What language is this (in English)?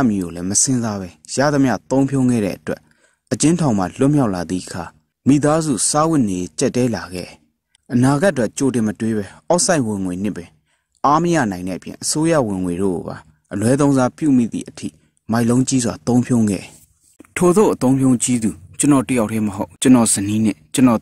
Burmese